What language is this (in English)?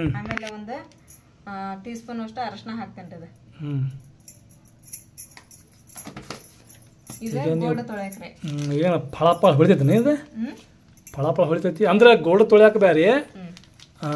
Kannada